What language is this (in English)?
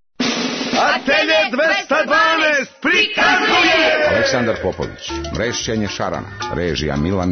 Serbian